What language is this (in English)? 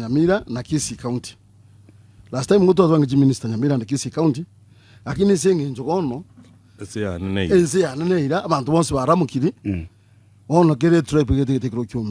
Gusii